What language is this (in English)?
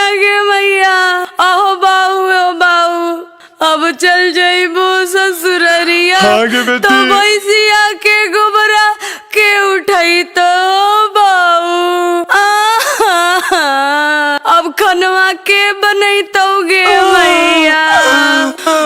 Magahi